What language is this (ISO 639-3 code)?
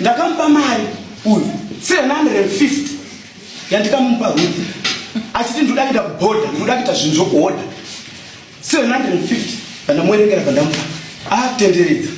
sna